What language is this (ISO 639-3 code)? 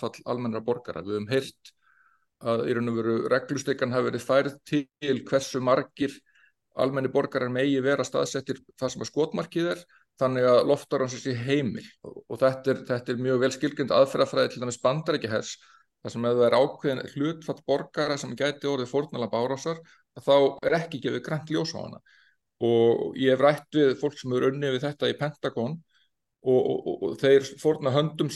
isl